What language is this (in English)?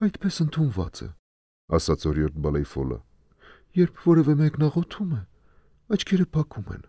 Armenian